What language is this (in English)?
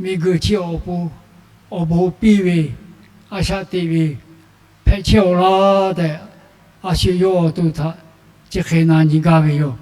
Lahu